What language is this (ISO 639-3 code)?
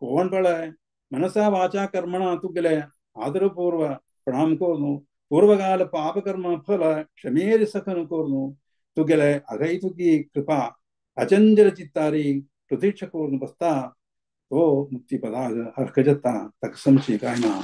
kok